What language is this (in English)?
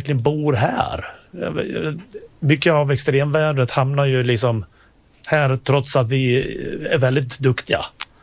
Swedish